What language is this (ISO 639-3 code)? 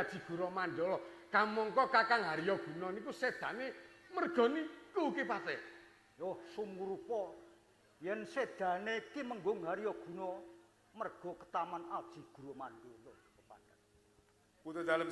jav